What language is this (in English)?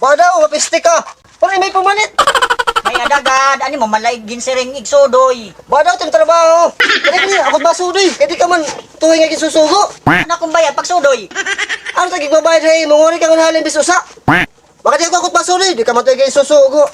Waray